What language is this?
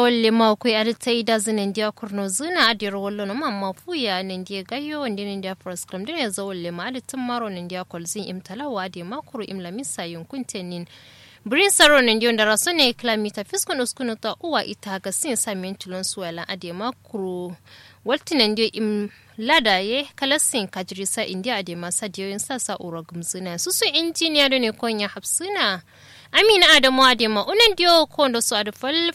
Kanuri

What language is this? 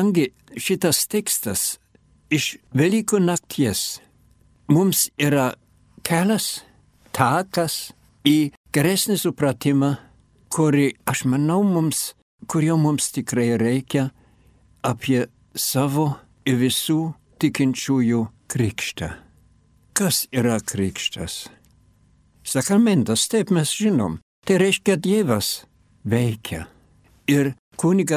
Lithuanian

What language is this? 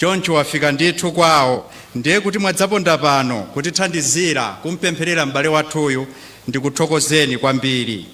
Nyanja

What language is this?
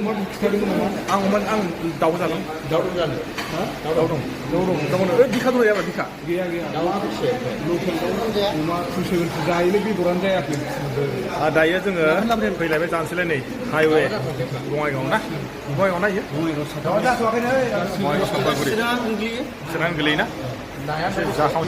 Bodo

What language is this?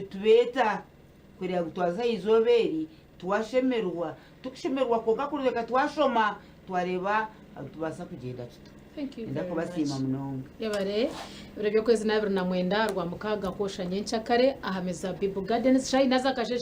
Nyankole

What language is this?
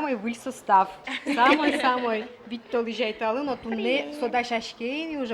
Udmurt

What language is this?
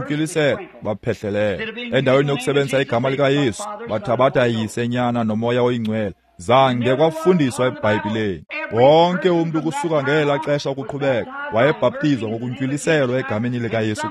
Xhosa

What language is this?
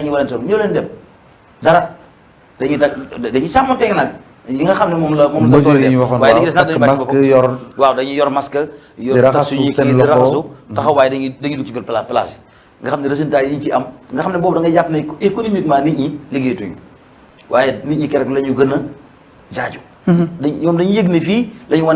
Wolof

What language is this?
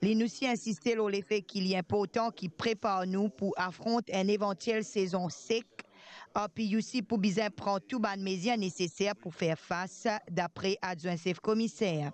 Morisyen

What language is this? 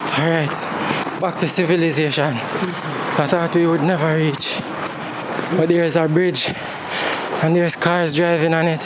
Jamaican Creole English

